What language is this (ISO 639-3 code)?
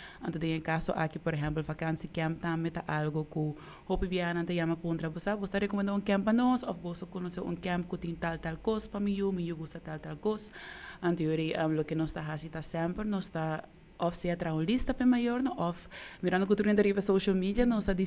pap